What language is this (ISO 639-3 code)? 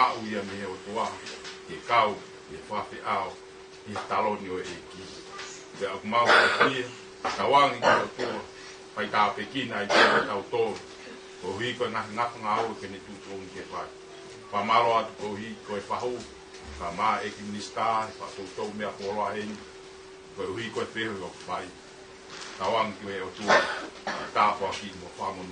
ton